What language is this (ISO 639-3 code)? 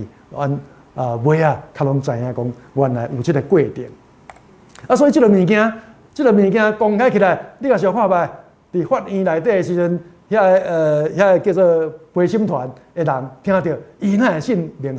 nan